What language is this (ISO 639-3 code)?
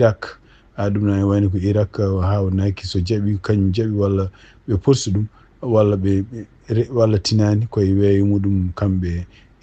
ful